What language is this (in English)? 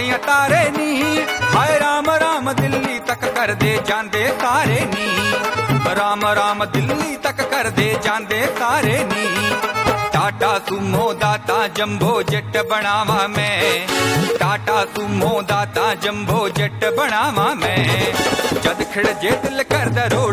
Punjabi